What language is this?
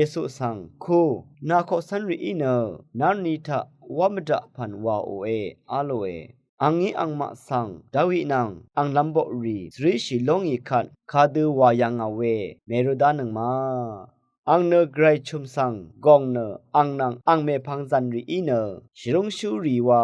Rawang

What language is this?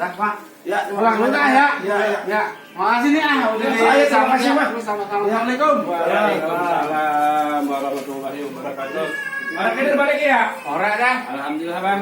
Betawi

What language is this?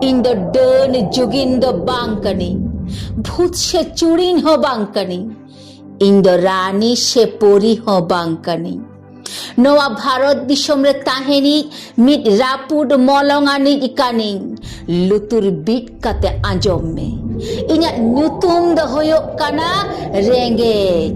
Santali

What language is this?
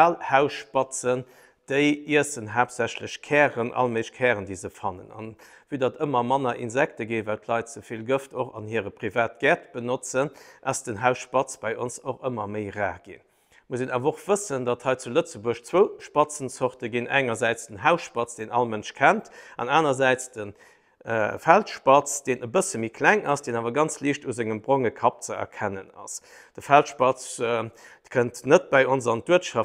Luxembourgish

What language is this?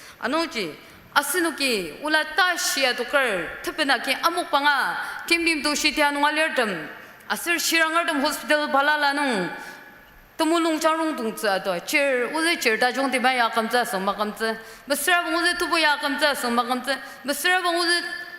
Ao Naga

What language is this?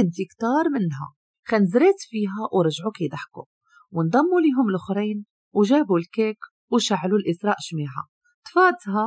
Moroccan Arabic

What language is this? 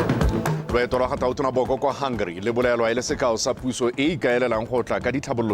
Tswana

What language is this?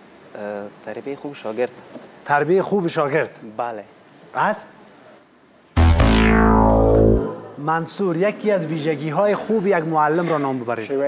Persian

